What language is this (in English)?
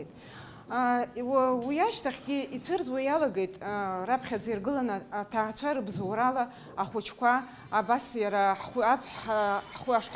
Abkhazian